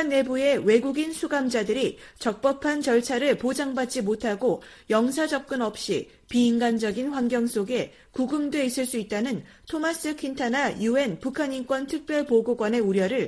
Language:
Korean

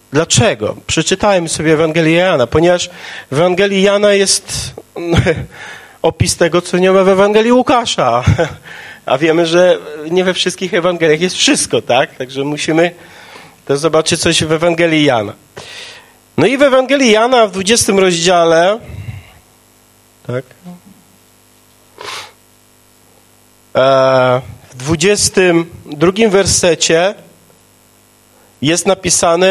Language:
Polish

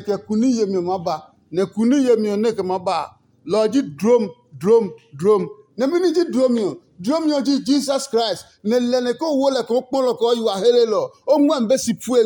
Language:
Adangme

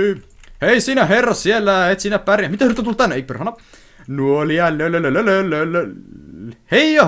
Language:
Finnish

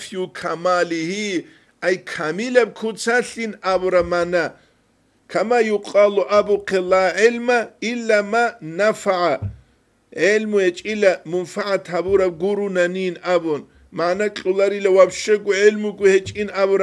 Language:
Avaric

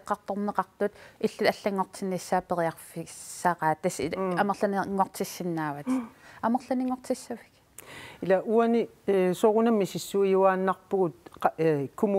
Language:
Kalaallisut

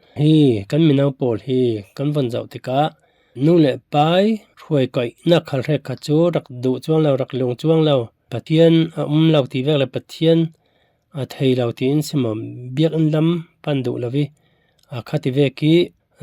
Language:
Falam Chin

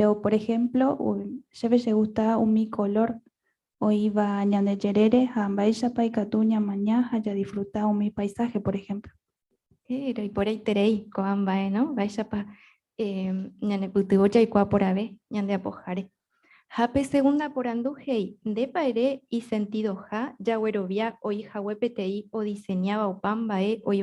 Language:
Guarani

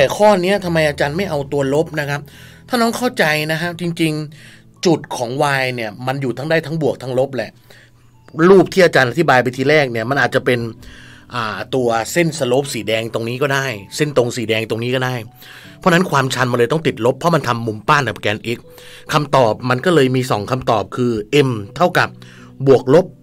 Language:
Thai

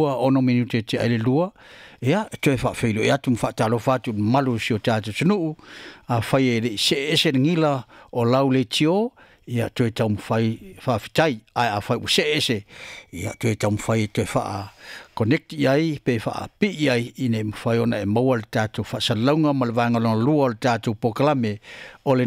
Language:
Samoan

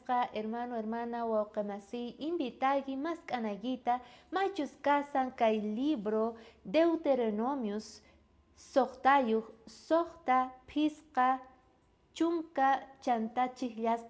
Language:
South Bolivian Quechua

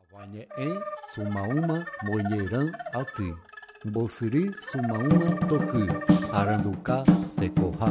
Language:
Guarani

